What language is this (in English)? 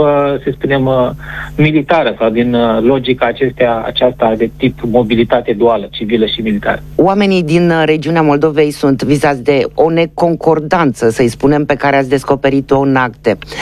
Romanian